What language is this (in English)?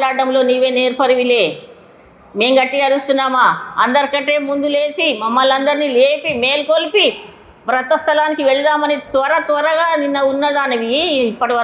Telugu